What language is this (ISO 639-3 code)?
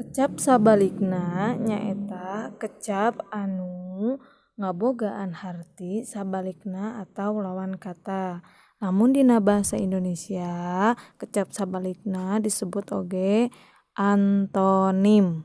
sun